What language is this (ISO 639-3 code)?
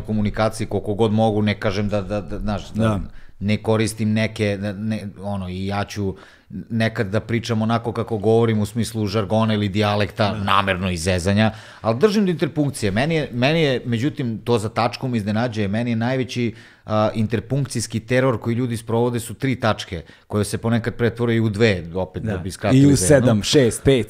srp